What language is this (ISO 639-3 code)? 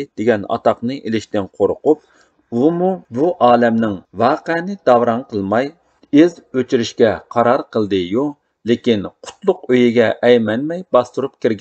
uig